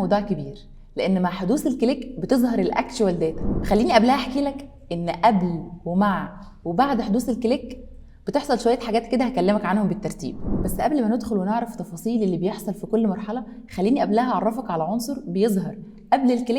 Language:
Egyptian Arabic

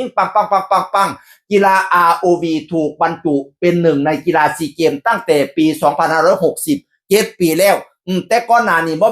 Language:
Northeastern Thai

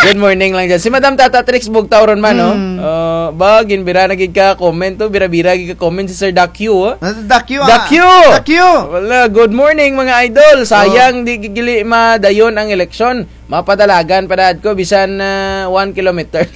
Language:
Kinaray-a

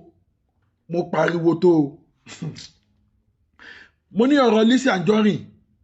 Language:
Yoruba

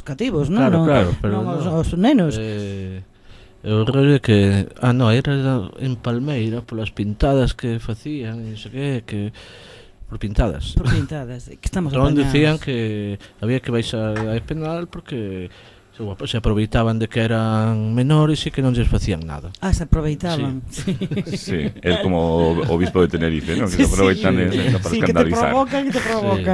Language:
Galician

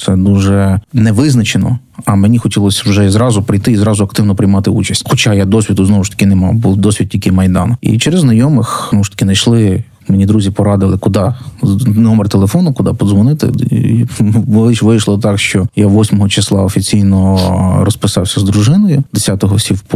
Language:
Ukrainian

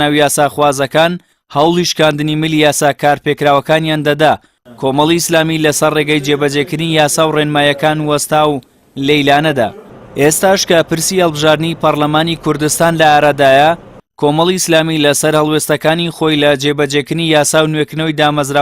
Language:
Central Kurdish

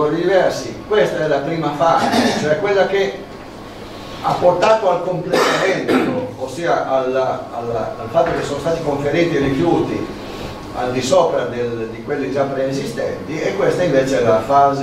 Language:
Italian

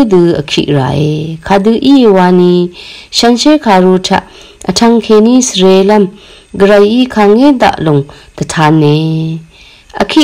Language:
Rawang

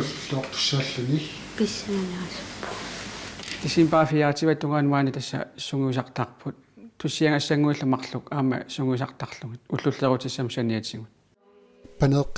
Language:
Kalaallisut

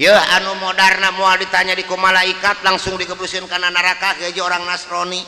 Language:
Sundanese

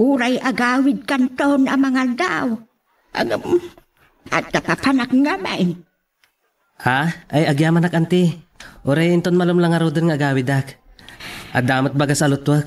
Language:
Iloko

